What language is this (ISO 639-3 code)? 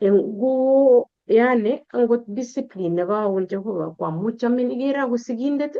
kln